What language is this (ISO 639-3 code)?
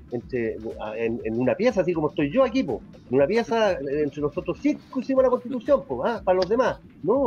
spa